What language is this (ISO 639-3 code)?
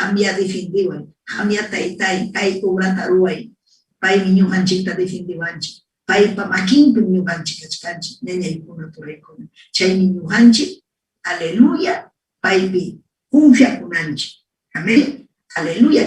quy